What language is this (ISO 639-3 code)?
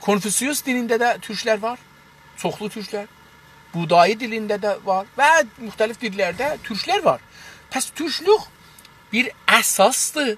azb